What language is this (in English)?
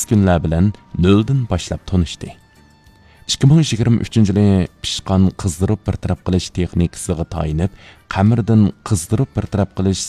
Uyghur